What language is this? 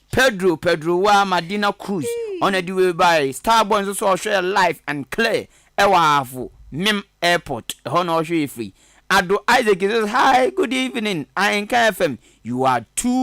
Akan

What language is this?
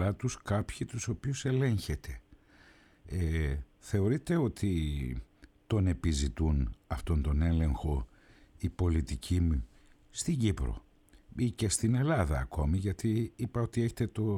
Greek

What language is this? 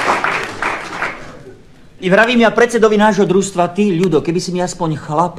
Slovak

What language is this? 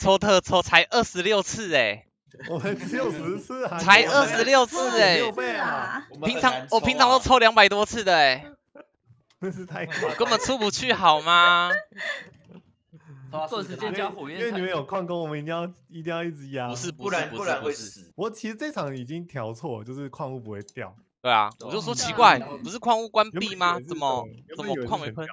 Chinese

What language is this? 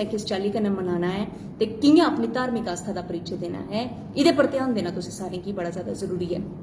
Dogri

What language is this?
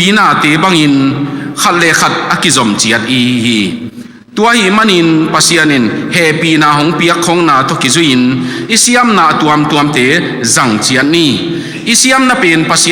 Tedim Chin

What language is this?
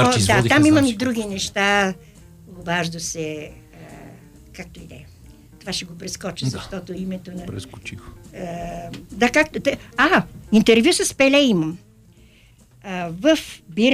Bulgarian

